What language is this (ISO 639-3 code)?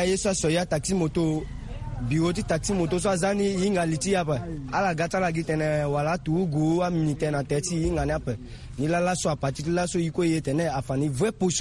sag